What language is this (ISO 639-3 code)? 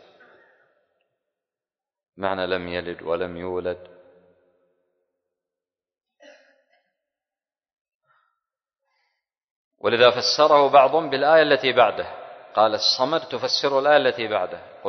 ara